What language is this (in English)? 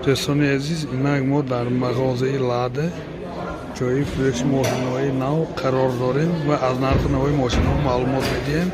Tajik